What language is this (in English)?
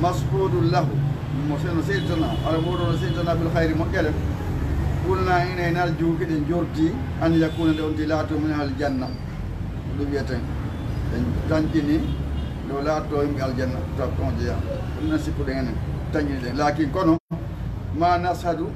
Fula